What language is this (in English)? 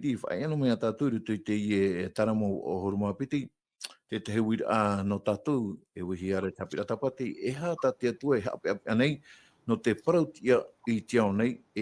Tahitian